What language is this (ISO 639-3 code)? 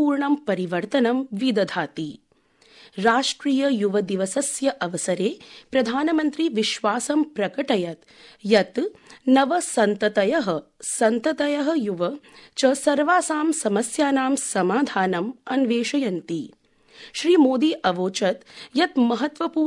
san